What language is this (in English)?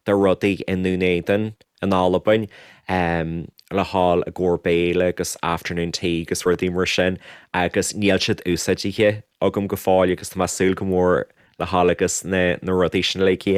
Irish